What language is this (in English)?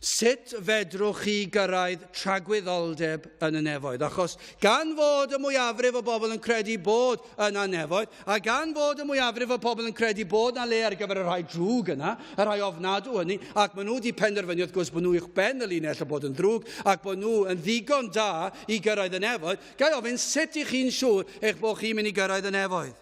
Welsh